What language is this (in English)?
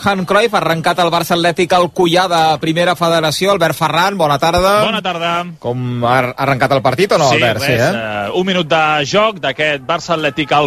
Catalan